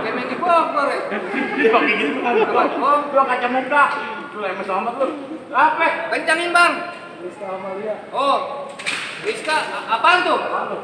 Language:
Betawi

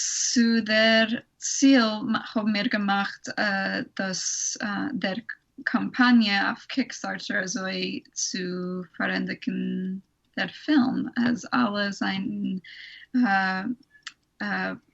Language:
Yiddish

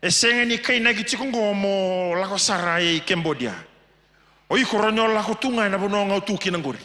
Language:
Fijian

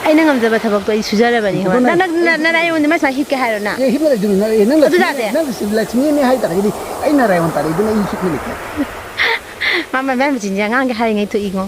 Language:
Manipuri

